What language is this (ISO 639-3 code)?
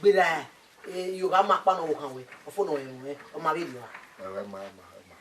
bin